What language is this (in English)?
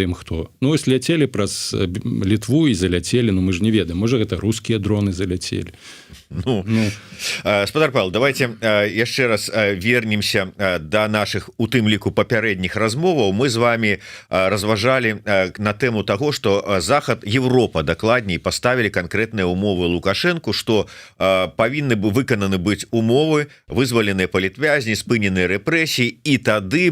Belarusian